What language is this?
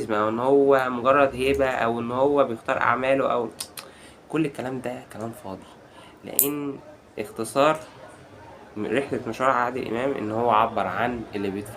Egyptian Arabic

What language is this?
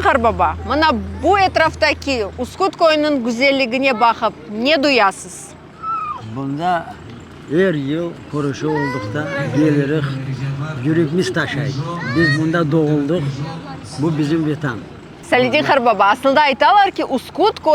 Crimean Tatar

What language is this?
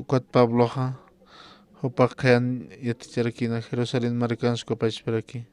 Aymara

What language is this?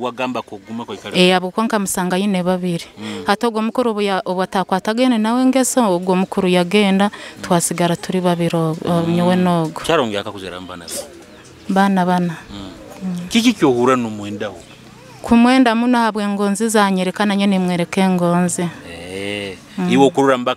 Nyoro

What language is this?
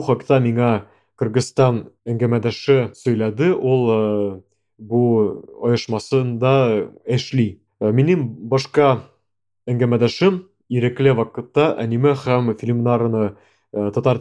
Tatar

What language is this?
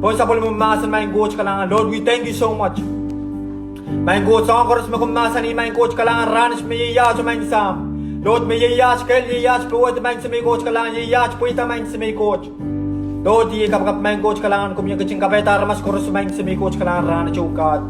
Pohnpeian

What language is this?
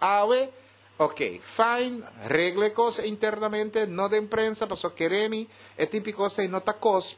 Papiamento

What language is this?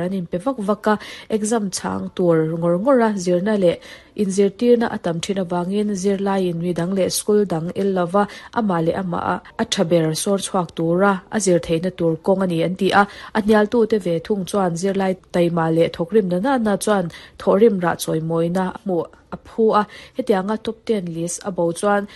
Mizo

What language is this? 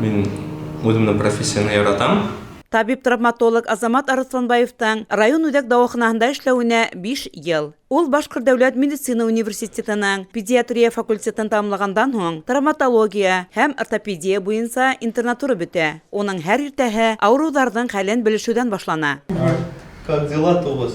Bashkir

